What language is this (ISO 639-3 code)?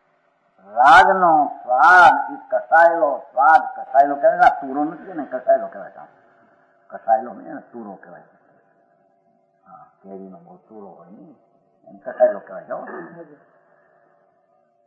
guj